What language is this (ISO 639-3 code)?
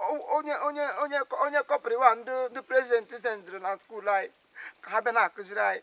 ibo